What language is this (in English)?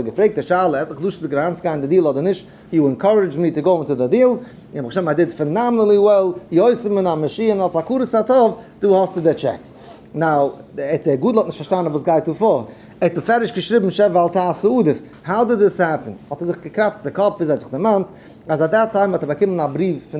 Yiddish